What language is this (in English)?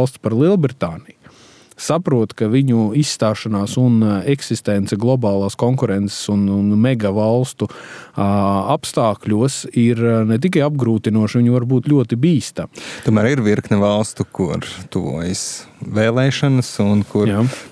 Latvian